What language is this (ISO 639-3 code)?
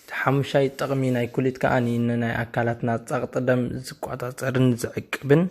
tir